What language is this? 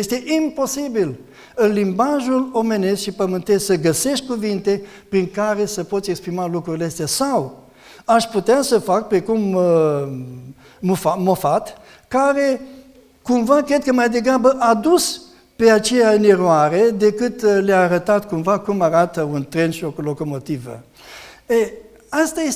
Romanian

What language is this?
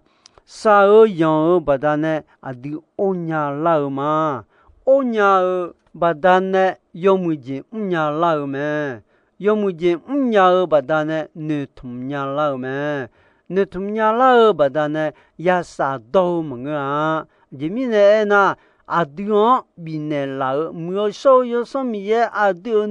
Akha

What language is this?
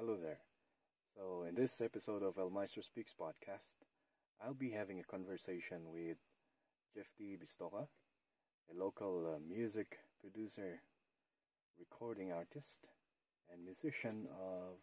Kankanaey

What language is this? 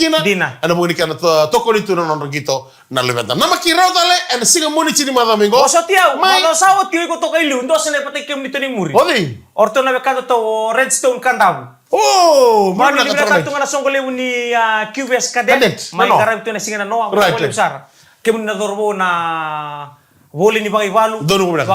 Fijian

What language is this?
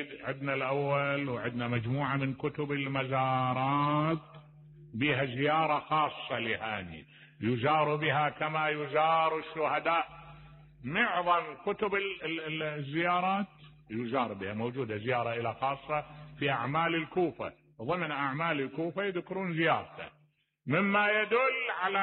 Mesopotamian Arabic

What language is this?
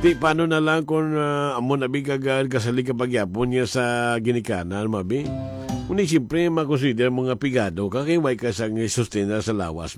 Hiligaynon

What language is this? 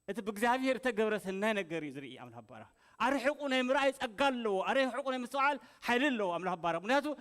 Tigrinya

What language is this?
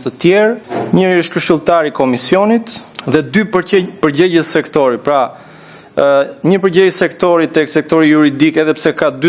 Albanian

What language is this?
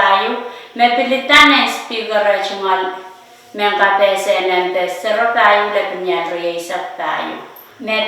Pohnpeian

